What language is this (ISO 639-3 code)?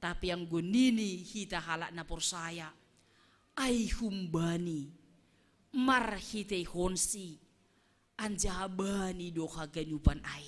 bts